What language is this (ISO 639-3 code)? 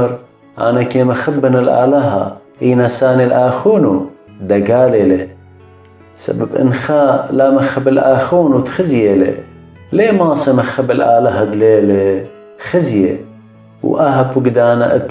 aii